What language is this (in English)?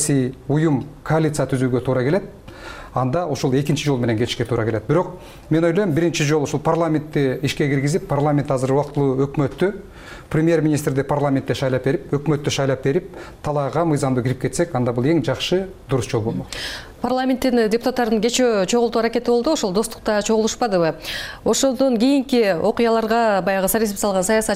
Kyrgyz